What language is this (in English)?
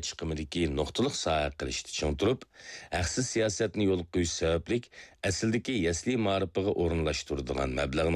Uyghur